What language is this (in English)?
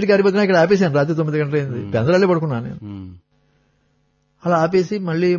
Telugu